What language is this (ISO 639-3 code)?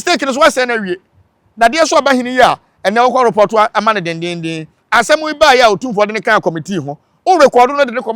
aka